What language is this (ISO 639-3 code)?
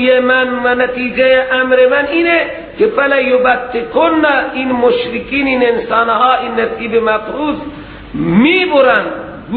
fas